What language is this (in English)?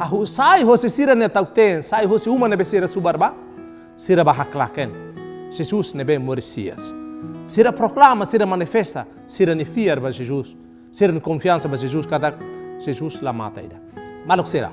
Tetum